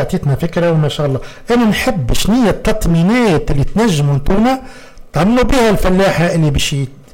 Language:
Tunisian Arabic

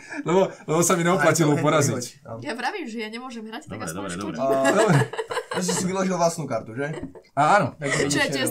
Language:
Slovak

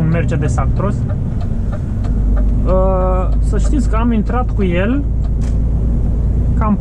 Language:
Romanian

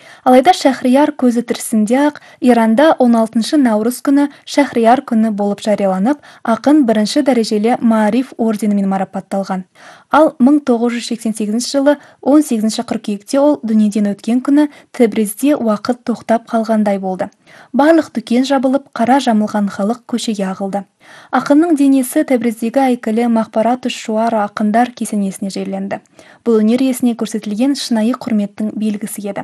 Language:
Kazakh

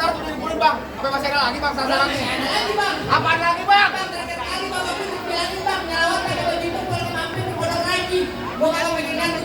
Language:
Betawi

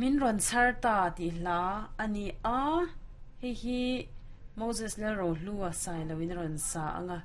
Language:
Mizo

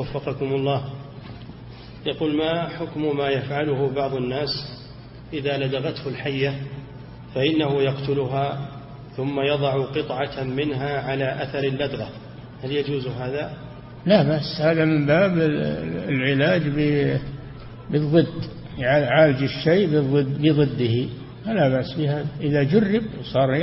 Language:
Arabic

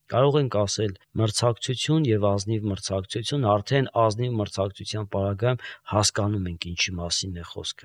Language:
Armenian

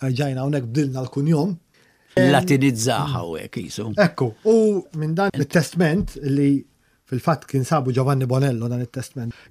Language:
Maltese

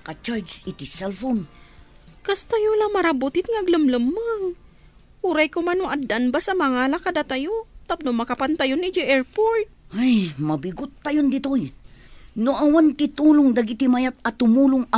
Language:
Iloko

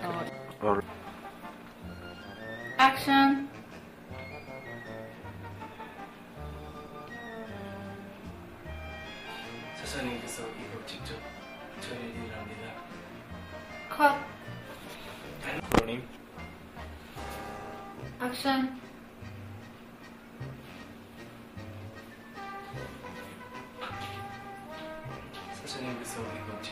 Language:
Korean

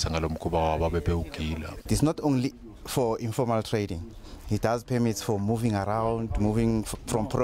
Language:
Zulu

